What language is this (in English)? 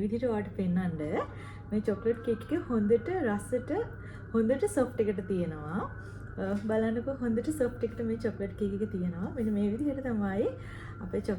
Sinhala